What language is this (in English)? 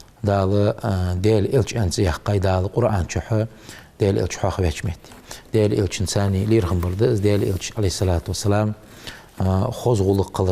Ingush